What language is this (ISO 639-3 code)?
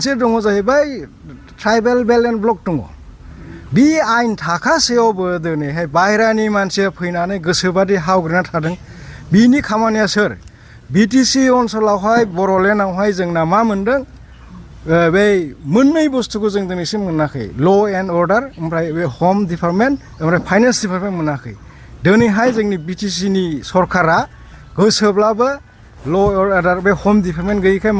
brx